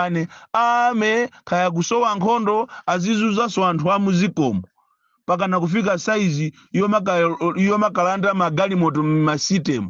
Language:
Nyanja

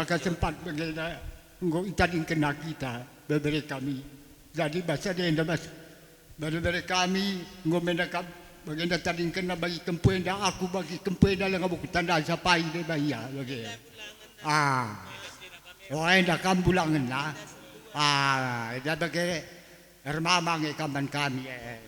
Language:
Batak Karo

